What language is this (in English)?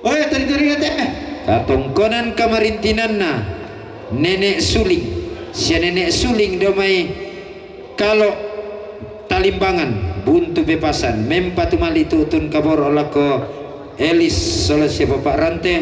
Toraja-Sa'dan